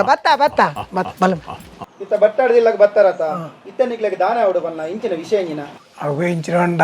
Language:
Tulu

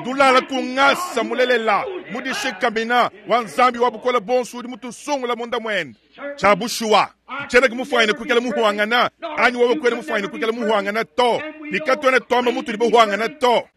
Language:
Luba-Lulua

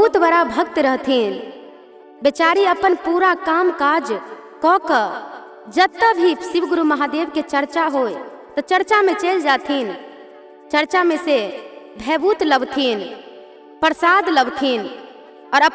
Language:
Maithili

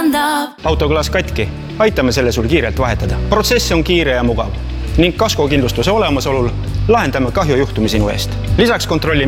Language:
Estonian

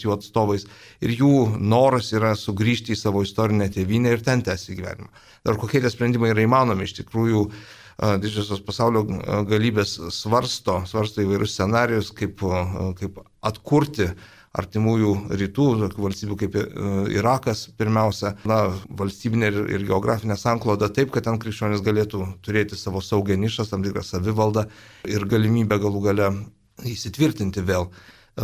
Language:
Lithuanian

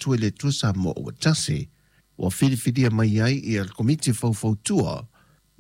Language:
Samoan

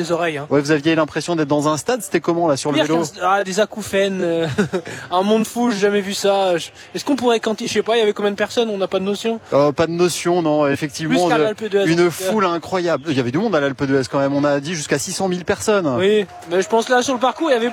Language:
French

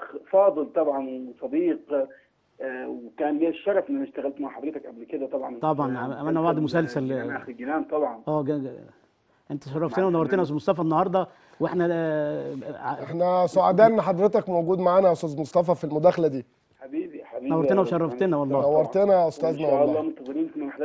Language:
Egyptian Arabic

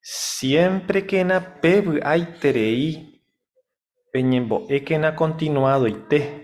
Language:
Guarani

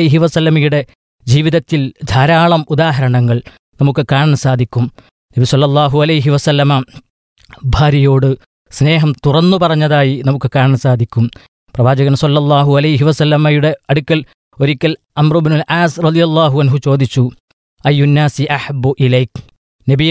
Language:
Malayalam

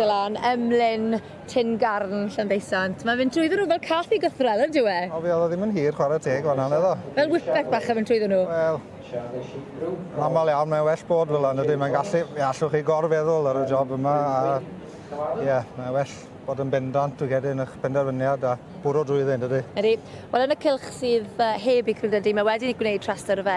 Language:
Welsh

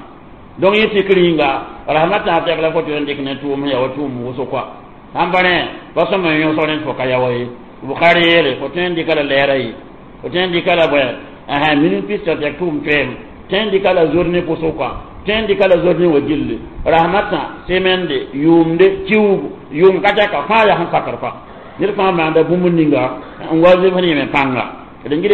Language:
Mossi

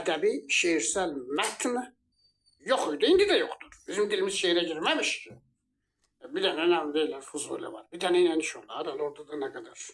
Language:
Azerbaijani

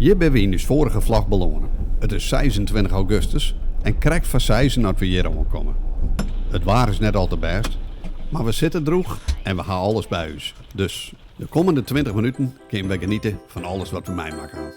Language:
Western Frisian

